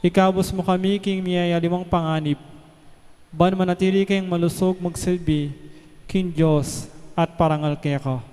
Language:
Pampanga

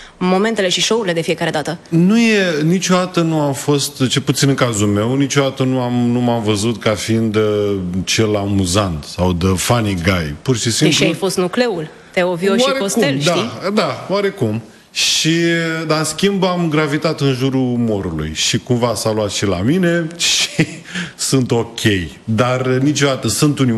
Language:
Romanian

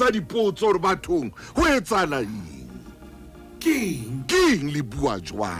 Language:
Southern Sotho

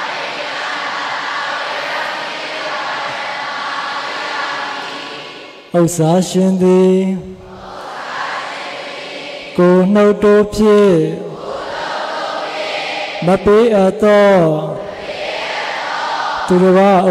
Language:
Burmese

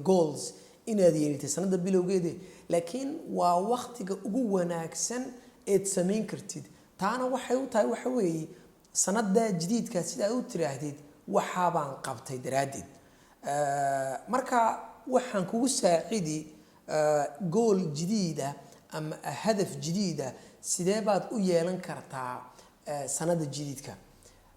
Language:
Somali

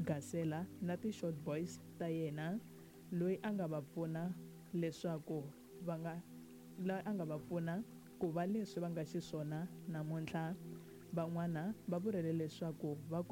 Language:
Tsonga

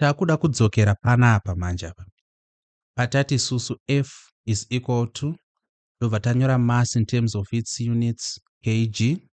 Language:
Shona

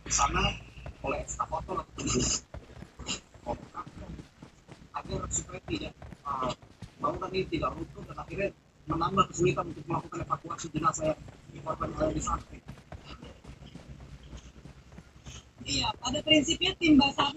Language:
Indonesian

